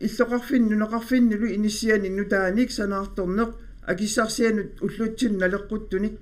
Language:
Kalaallisut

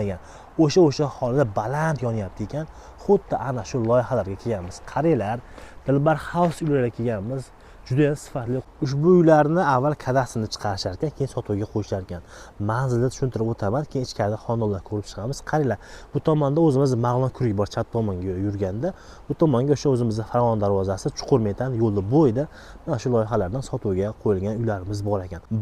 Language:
Uzbek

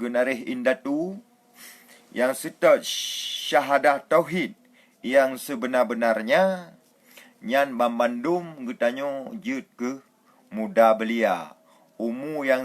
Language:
Achinese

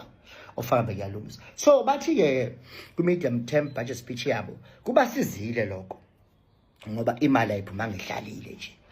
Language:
Zulu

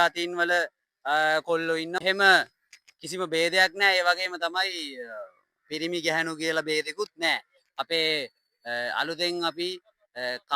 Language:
Sinhala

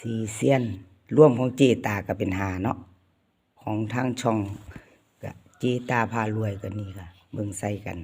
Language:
Northeastern Thai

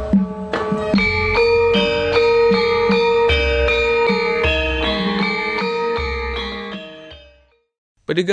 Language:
Indonesian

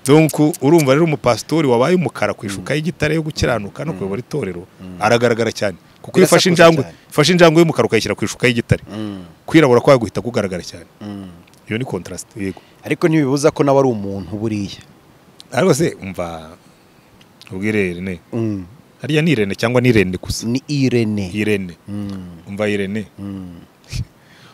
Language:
Kinyarwanda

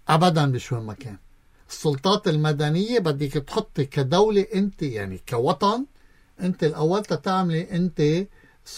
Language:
North Levantine Arabic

